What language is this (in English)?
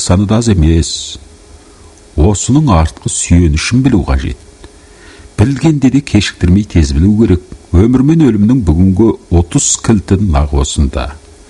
Kazakh